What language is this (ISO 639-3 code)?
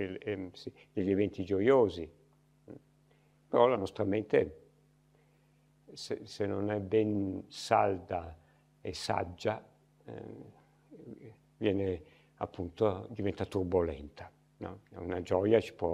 ita